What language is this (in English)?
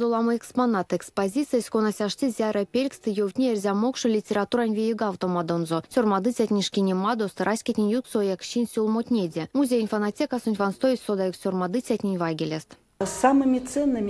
Erzya